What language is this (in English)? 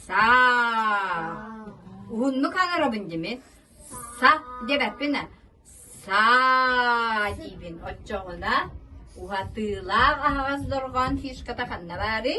Yakut